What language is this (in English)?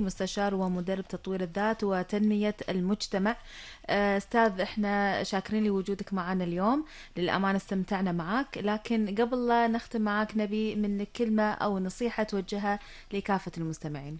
Gulf Arabic